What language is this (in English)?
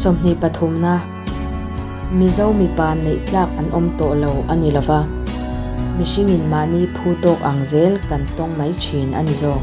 Mizo